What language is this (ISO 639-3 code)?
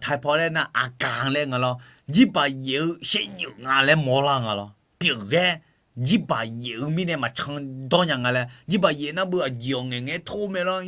ahk